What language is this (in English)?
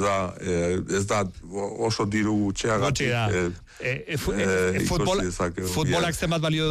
Basque